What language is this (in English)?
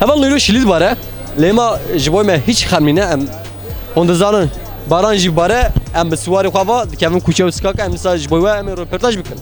Kurdish